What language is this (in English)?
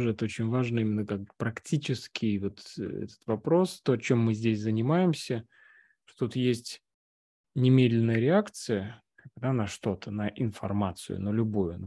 Russian